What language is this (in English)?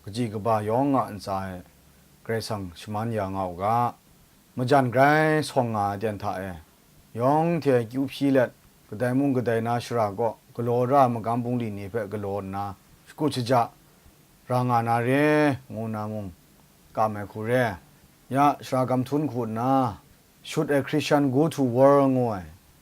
Kachin